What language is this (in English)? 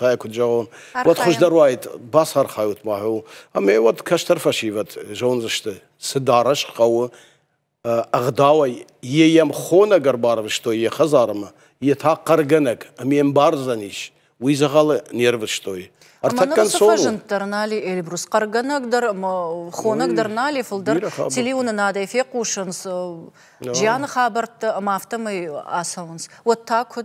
Ossetic